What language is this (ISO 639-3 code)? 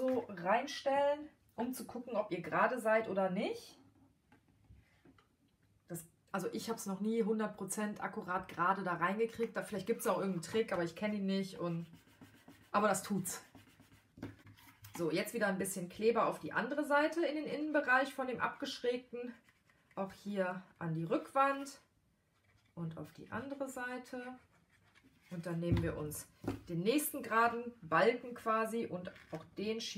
deu